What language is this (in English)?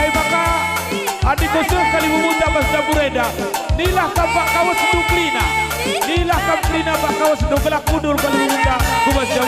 Batak Karo